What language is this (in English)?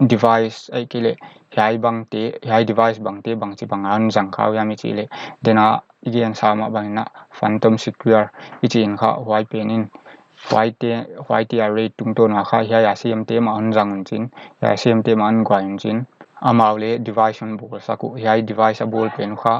Paite Chin